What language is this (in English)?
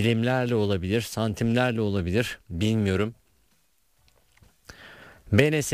Turkish